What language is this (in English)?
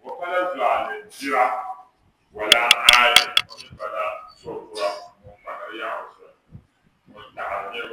Dagbani